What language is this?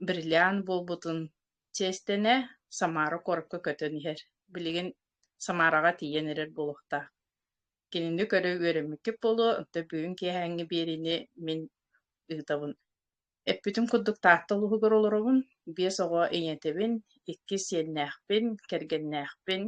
Yakut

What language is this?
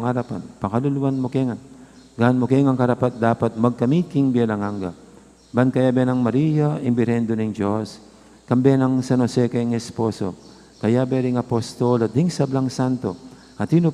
Pampanga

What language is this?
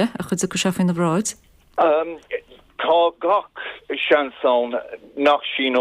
Irish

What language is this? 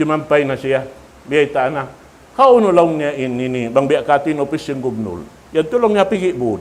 Tausug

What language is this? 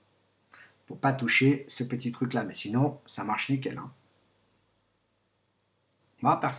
French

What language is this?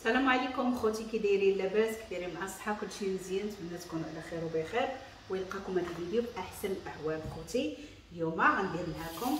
Moroccan Arabic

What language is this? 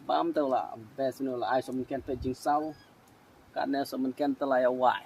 Khasi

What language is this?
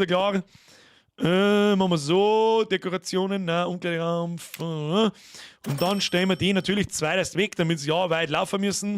Bavarian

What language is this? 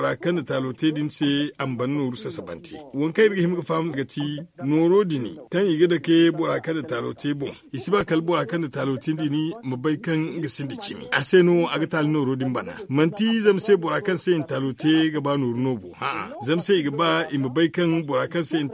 Zarma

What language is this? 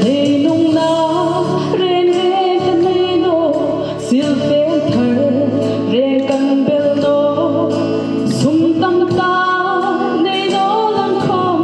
Hmar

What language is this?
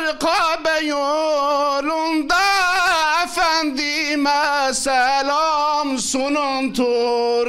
Zaza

